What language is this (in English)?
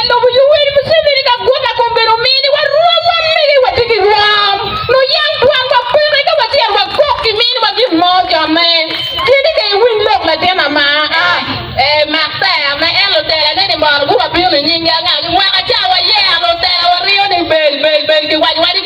Acoli